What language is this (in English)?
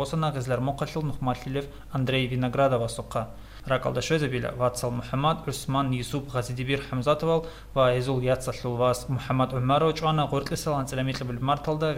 Avaric